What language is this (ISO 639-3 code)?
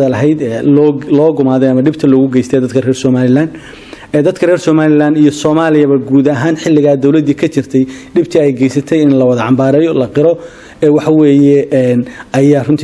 som